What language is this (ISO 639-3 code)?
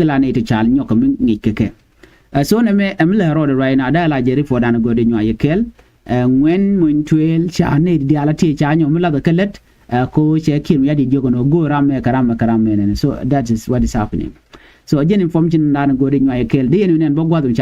nus